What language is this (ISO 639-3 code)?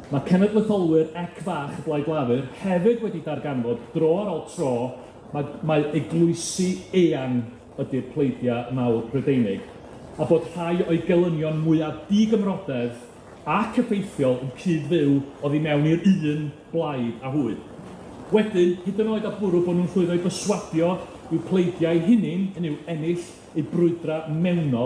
cym